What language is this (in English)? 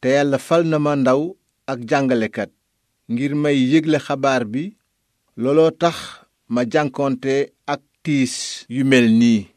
Wolof